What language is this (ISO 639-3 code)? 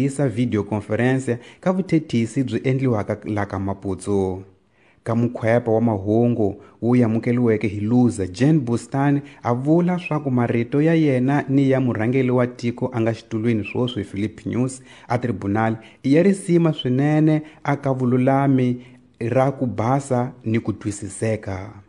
tso